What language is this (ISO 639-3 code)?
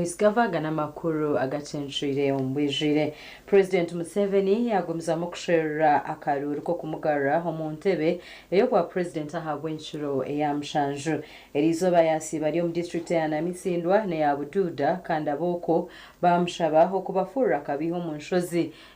nyn